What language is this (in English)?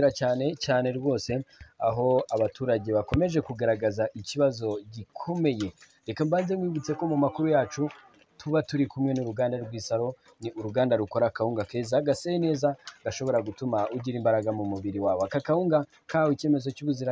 Kinyarwanda